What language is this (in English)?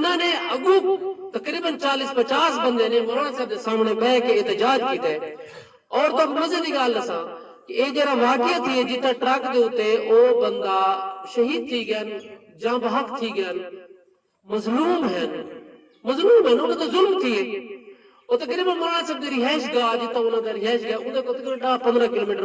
Saraiki